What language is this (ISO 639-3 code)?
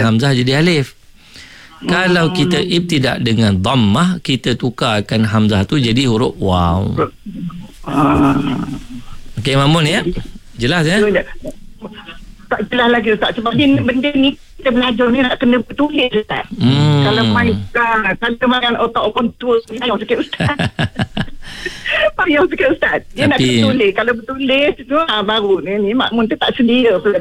msa